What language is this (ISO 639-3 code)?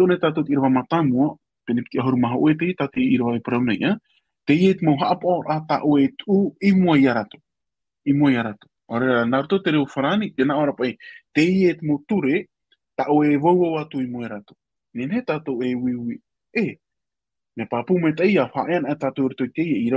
tah